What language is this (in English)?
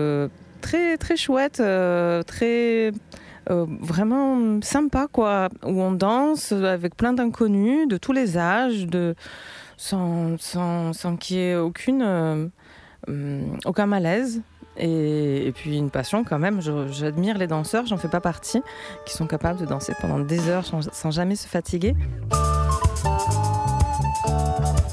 French